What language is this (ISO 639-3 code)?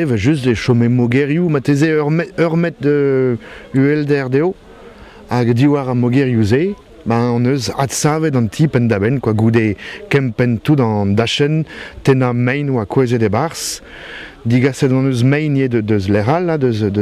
bre